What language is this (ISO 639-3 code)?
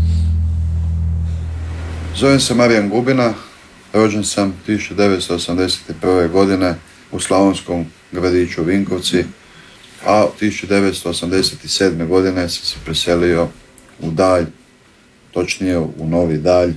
hrv